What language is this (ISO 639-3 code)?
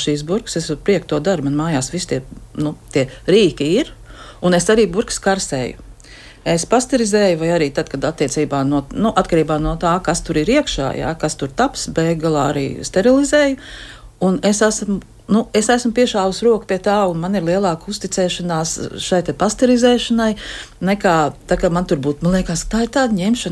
lav